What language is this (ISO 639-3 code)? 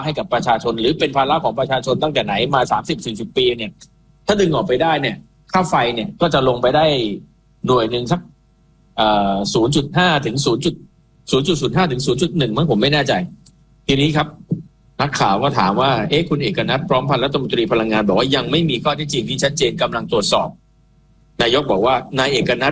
tha